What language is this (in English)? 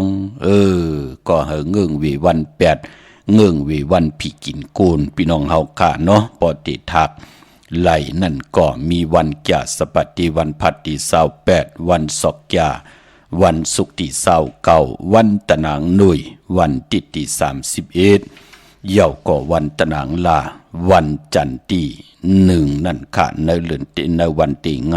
Shan